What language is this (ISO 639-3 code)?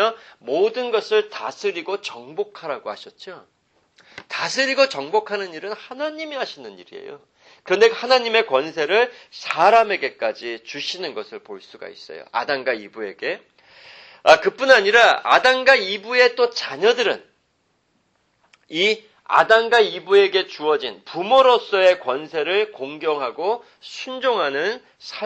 kor